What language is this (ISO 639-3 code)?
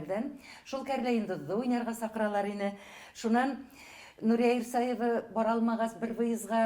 bak